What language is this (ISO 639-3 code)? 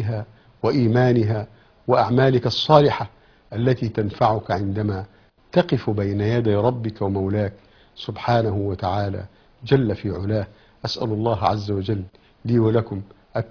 ara